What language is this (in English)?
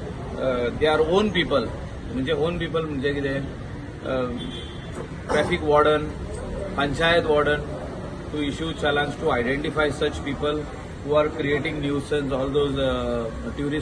Konkani